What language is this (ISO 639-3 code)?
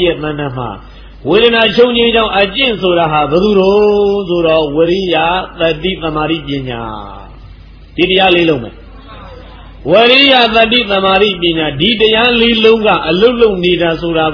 mya